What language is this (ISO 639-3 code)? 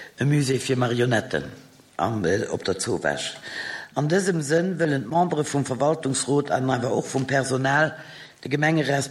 ltz